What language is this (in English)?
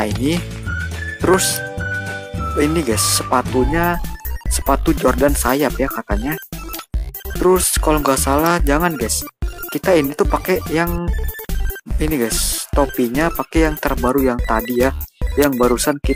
Indonesian